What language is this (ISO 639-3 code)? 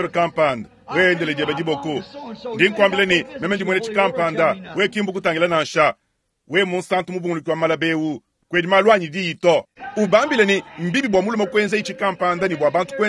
lua